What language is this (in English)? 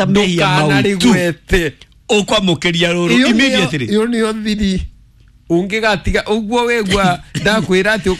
Kikuyu